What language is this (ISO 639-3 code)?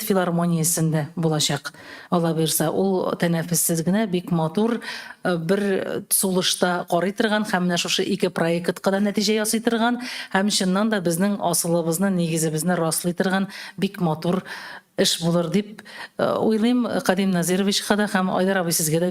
tat